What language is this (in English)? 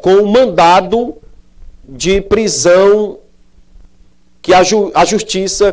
Portuguese